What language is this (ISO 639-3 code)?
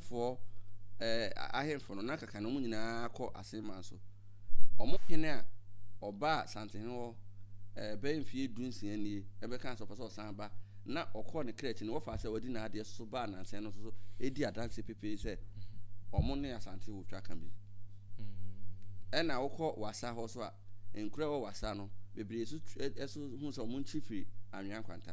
aka